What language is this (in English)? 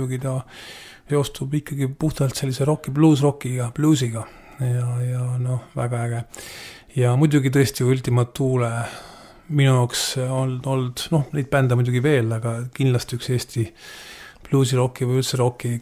Estonian